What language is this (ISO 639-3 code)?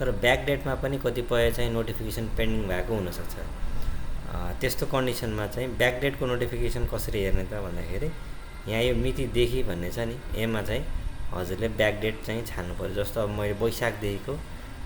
nep